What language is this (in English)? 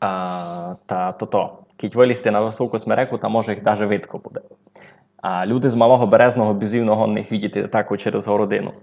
Rusyn